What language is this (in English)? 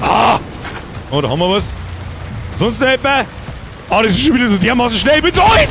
Bavarian